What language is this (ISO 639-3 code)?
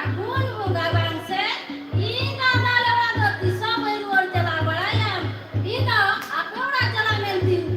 sat